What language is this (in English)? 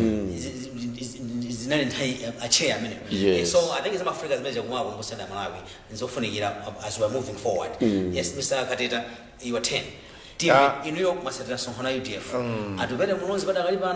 Nyanja